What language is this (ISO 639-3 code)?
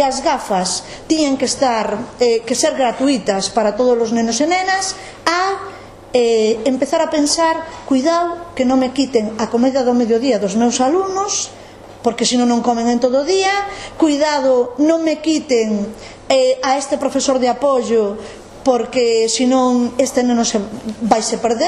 glg